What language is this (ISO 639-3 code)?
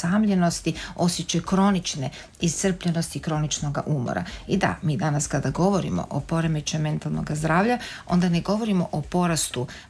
hrv